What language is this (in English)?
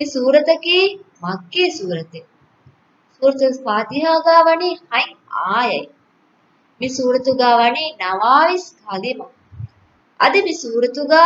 Divehi